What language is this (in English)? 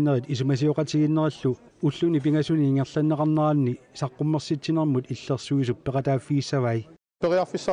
Kalaallisut